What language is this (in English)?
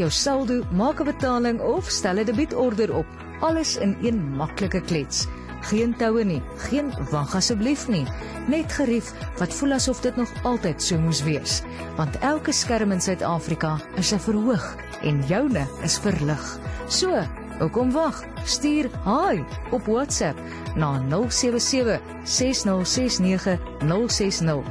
Afrikaans